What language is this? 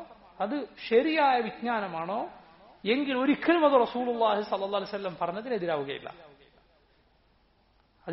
Malayalam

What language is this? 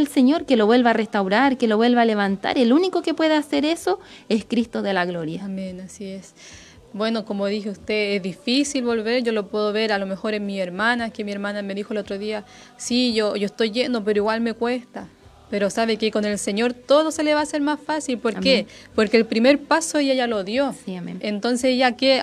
Spanish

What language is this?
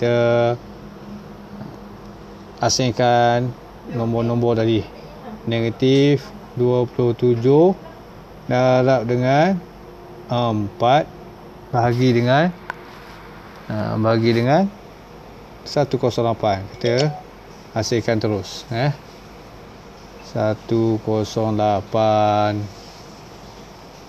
Malay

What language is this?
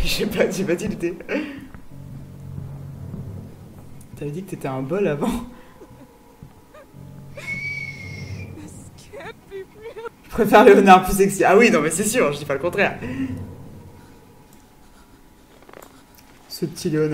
French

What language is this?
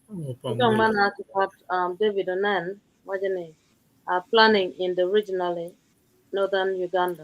Acoli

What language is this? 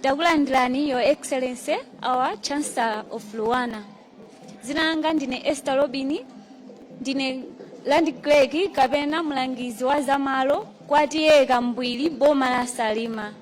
Nyanja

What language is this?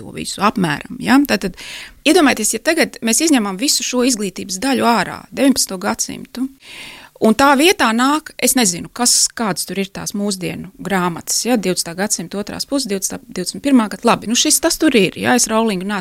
Latvian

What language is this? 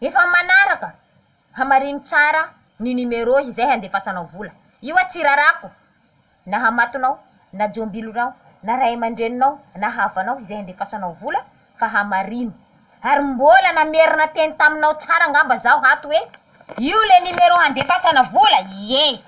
Malagasy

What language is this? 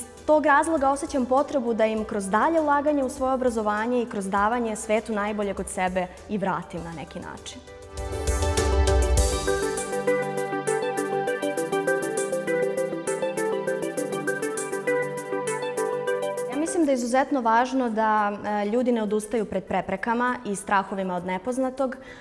Serbian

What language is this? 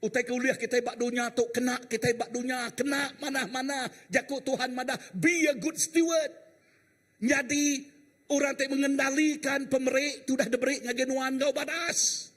Iban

